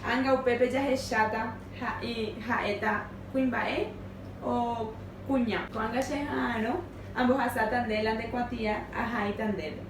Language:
Guarani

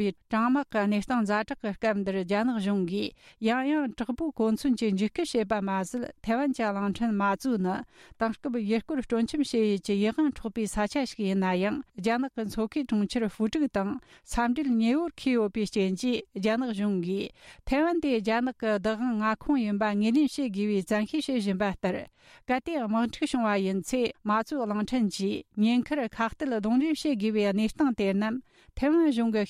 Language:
Tibetan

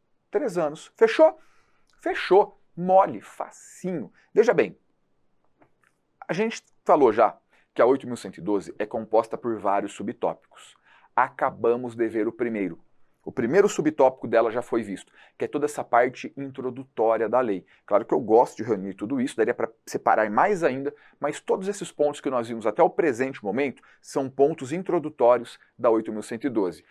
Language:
Portuguese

